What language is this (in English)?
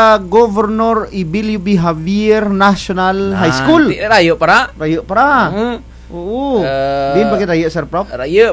Kinaray-a